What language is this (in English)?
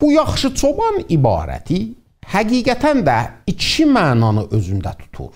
South Azerbaijani